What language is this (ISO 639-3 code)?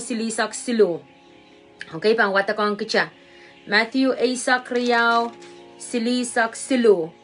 pon